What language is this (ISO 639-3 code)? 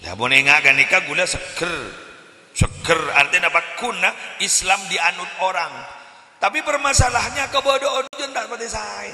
mad